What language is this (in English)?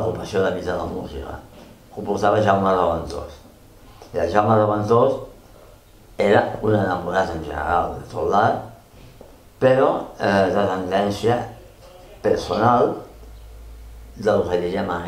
Catalan